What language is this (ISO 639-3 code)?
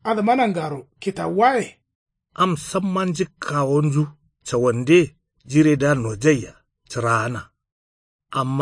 kau